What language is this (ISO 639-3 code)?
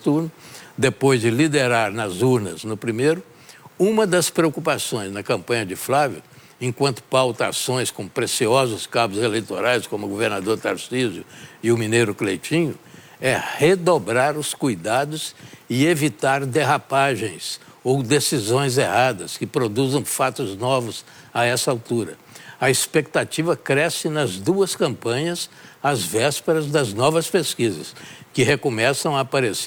por